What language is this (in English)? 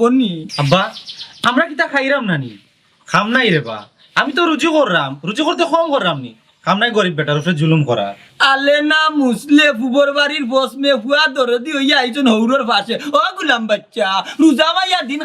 Sylheti